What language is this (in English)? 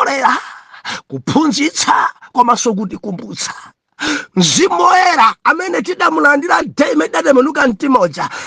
Nyanja